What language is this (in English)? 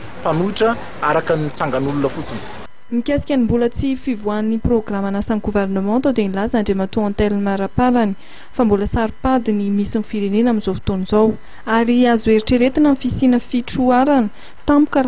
Malagasy